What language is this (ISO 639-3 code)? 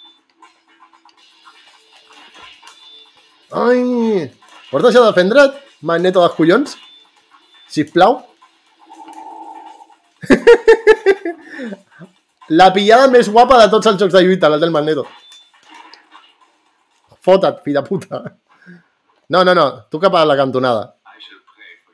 cat